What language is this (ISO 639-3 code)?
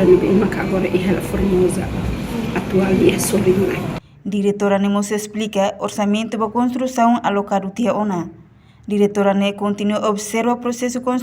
tet